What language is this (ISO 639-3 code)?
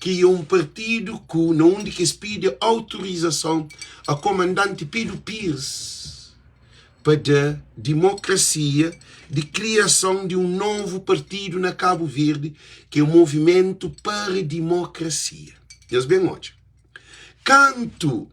kea